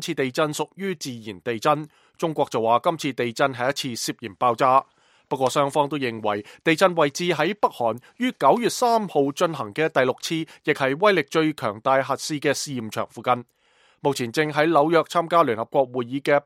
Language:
Cantonese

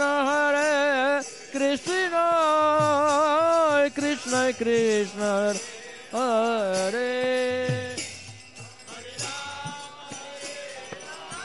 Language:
Hindi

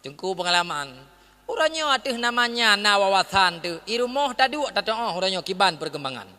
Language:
Achinese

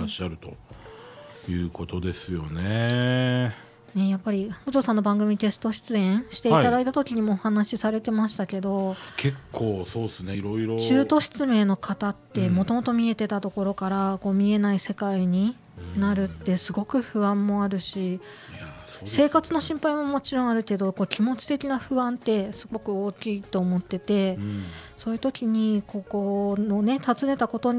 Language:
Japanese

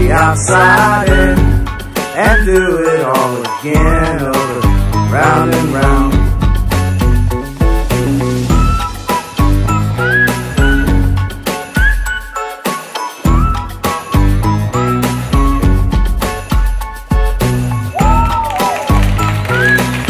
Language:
English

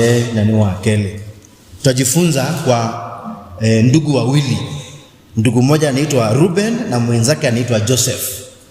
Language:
Kamba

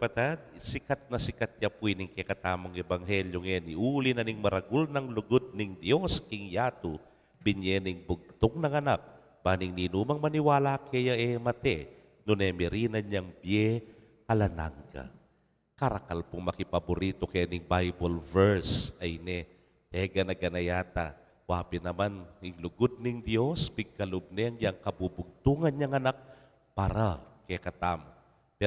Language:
Pampanga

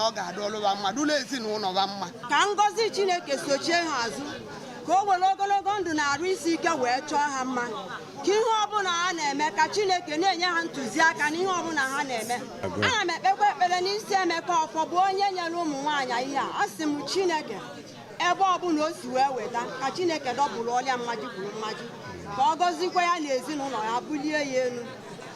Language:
Igbo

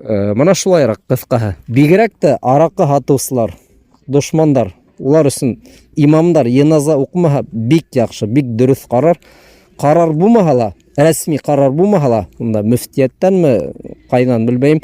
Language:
Bashkir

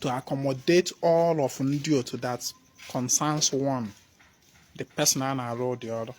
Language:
Igbo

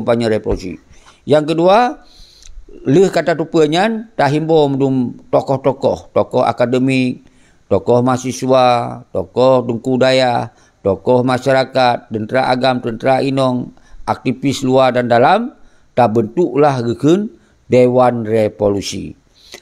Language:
Achinese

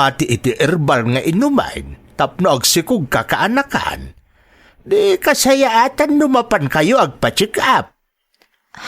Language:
Iloko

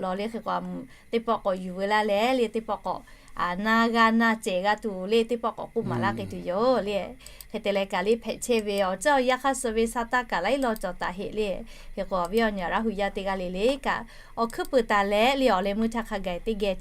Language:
Lahu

